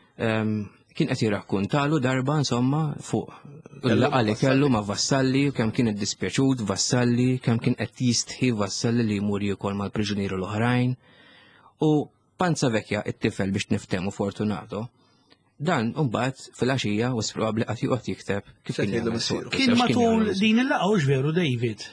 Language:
Maltese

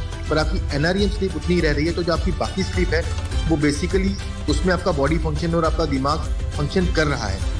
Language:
Hindi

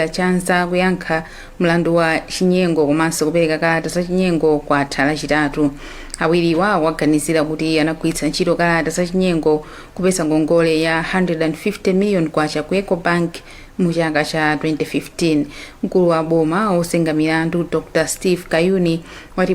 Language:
Nyanja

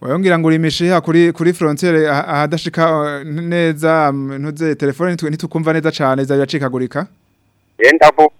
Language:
Rundi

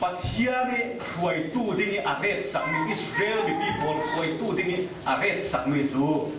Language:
Falam Chin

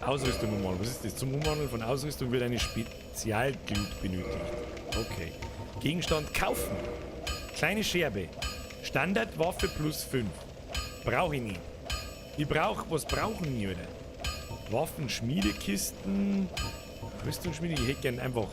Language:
Bavarian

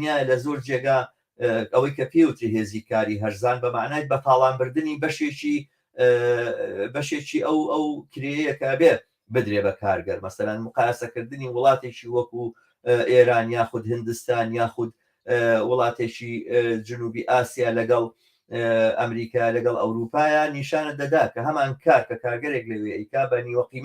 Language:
Central Kurdish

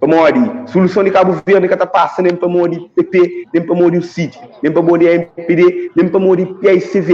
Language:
Kabuverdianu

